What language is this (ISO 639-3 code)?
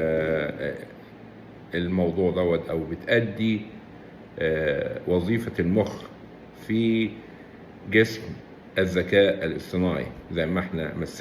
arz